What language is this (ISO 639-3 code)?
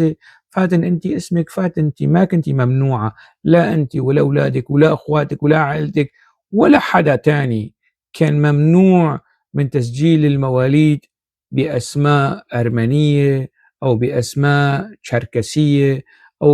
apc